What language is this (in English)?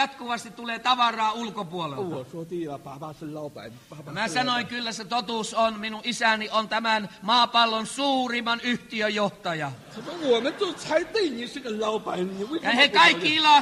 Finnish